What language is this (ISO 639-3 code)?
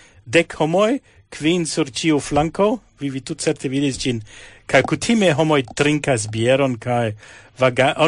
epo